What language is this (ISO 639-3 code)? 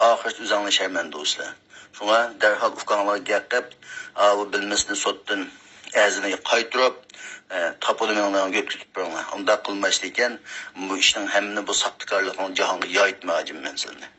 uig